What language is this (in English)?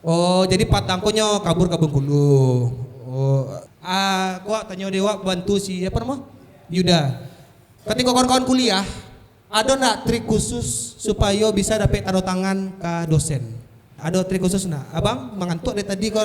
Minangkabau